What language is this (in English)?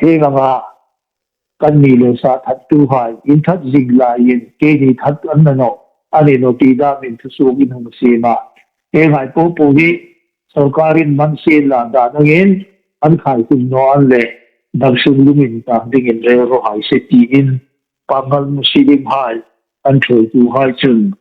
Hmar